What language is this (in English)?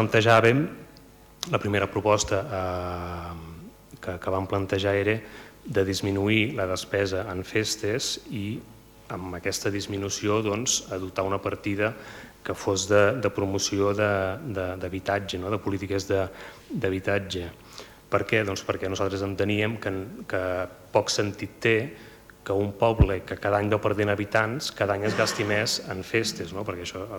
Catalan